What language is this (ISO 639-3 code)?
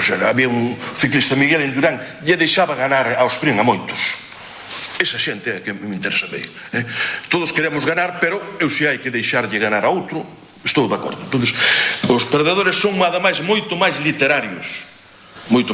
glg